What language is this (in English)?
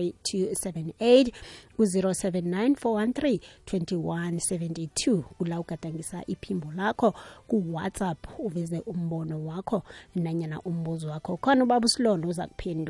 South Ndebele